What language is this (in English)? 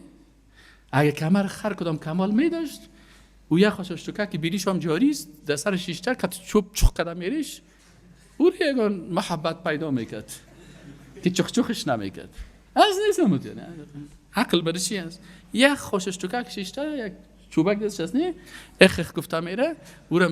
Persian